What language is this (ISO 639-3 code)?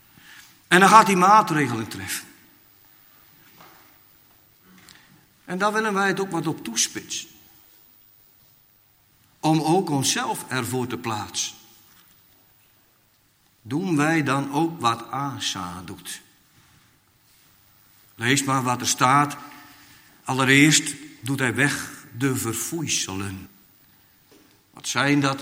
nld